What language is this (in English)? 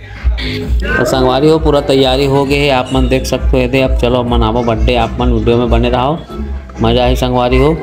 Chhattisgarhi